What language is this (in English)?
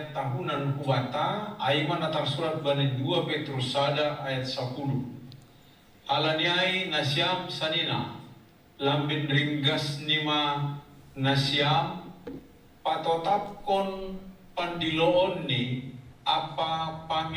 Batak Simalungun